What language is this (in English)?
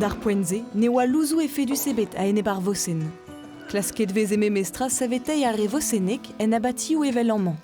Breton